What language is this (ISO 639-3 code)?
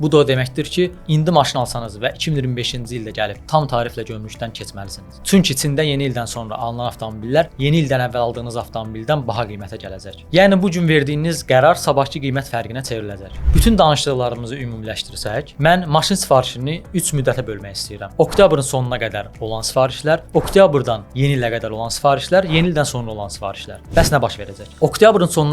aze